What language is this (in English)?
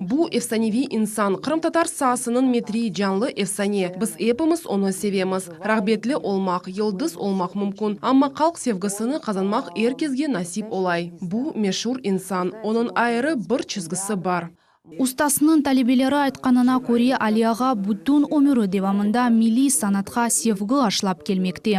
Crimean Tatar